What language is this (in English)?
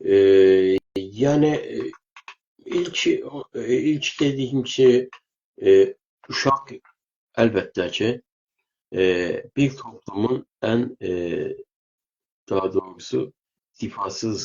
South Azerbaijani